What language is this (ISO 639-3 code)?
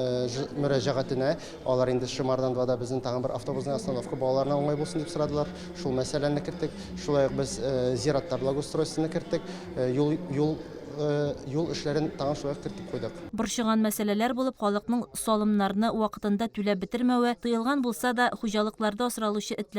tat